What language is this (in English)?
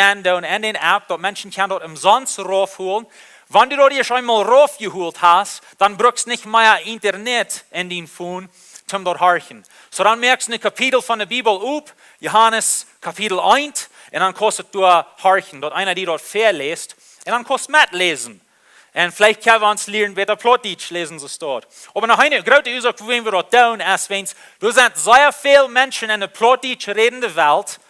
Plautdietsch